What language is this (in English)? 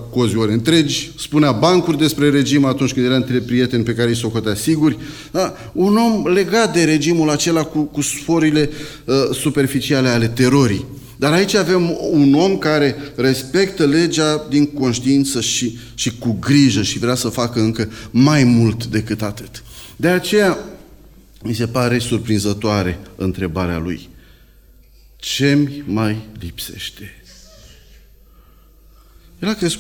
Romanian